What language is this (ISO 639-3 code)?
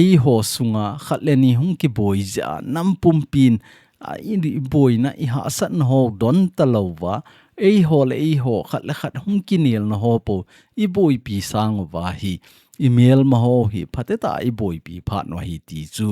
tcz